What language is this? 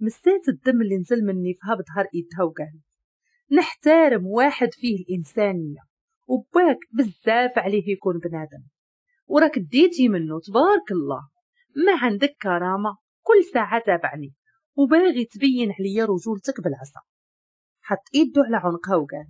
Moroccan Arabic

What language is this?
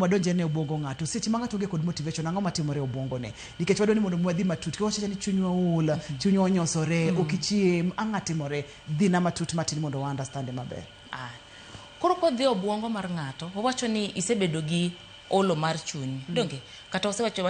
Luo (Kenya and Tanzania)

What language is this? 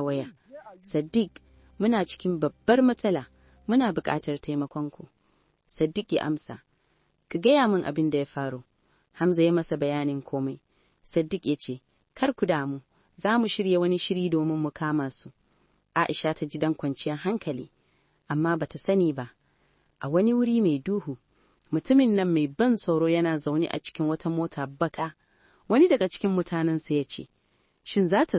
Hausa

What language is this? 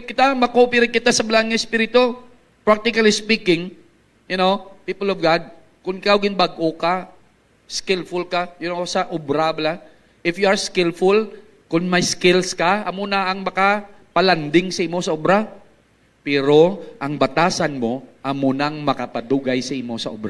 Hiligaynon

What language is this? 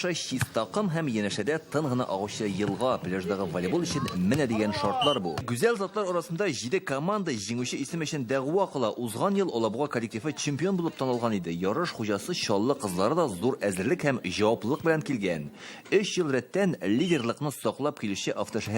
Tatar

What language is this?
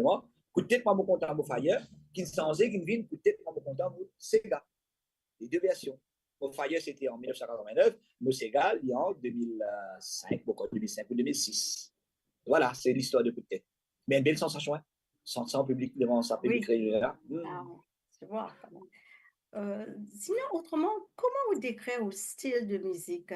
Morisyen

